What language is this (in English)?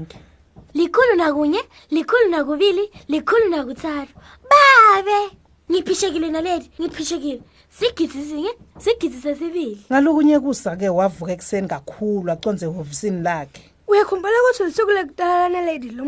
Swati